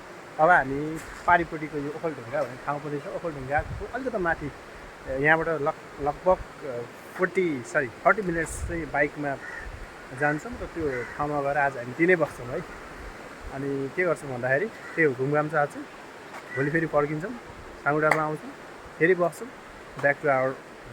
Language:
Nepali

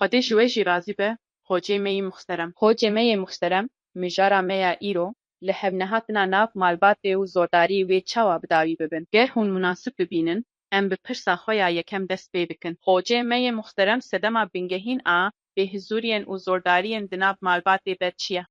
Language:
Kurdish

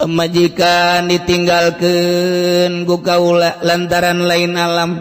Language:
Sundanese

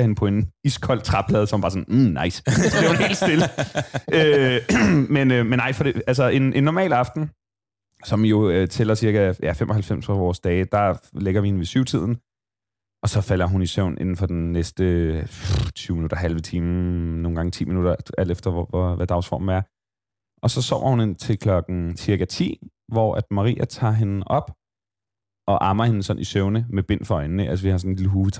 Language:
Danish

